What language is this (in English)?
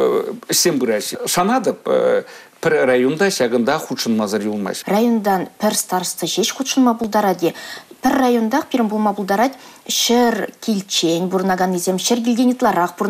Chuvash